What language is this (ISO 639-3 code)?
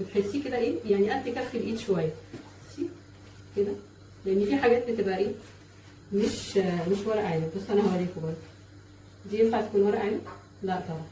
arz